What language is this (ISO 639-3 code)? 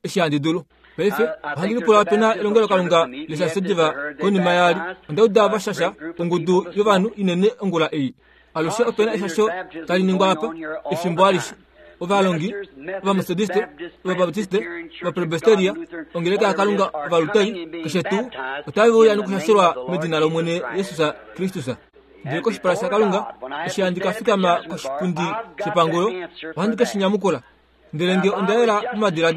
kua